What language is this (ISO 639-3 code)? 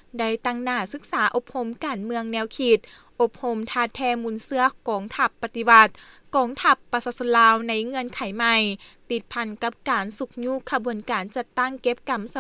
lao